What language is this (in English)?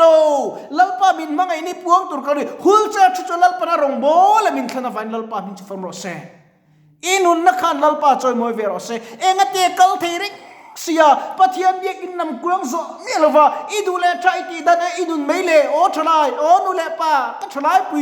Mizo